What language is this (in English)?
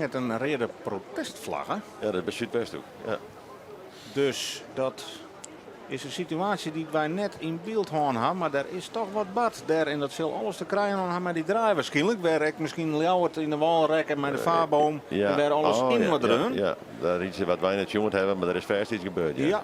Western Frisian